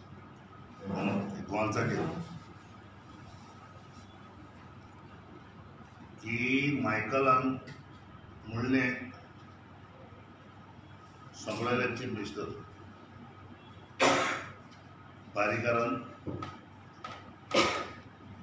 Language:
Konkani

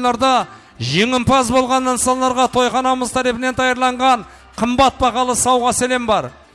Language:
Kara-Kalpak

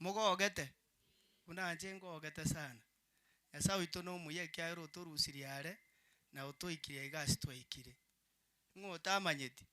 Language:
Gusii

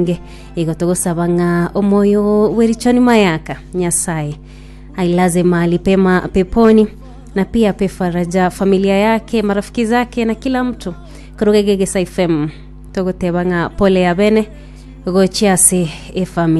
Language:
Gusii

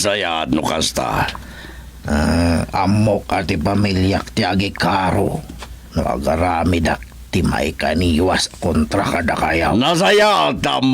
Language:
Iloko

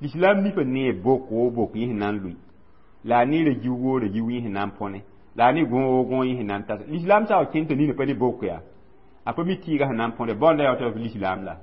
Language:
Mossi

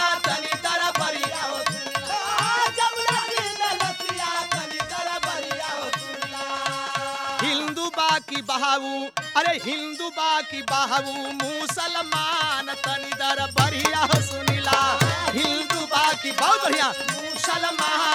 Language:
Bhojpuri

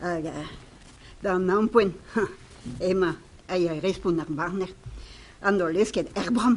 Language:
Breton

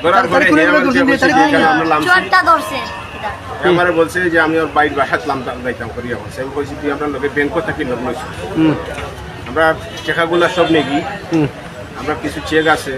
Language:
Sylheti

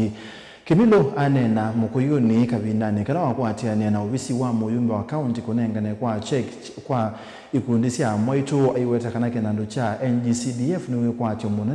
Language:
Kamba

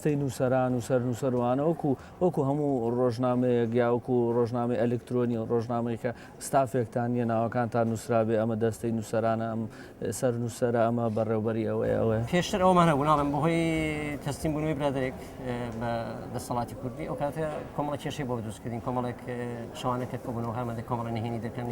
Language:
Central Kurdish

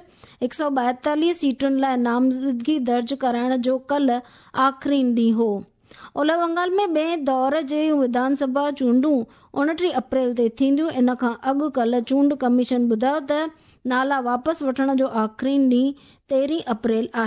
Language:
Sindhi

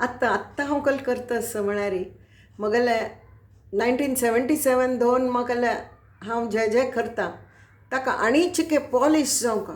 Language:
Konkani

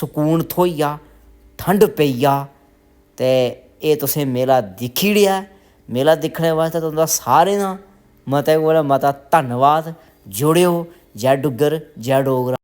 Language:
Dogri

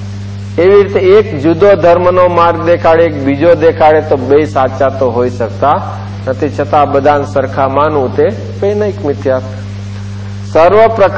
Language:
Gujarati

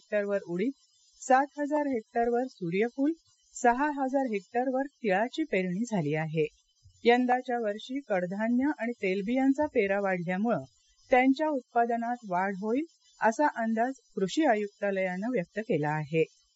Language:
Marathi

